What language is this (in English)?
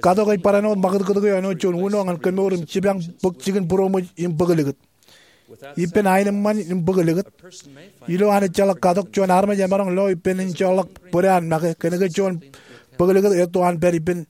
Marshallese